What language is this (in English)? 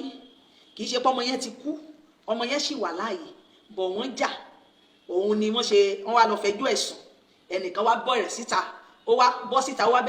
Yoruba